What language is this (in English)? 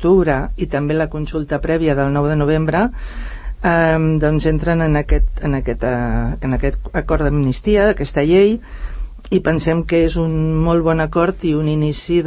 Catalan